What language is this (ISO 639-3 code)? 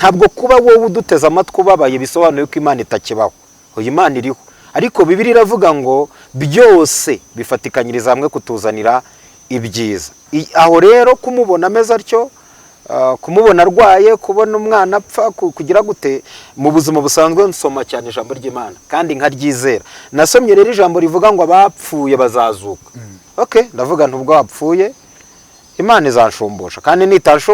kin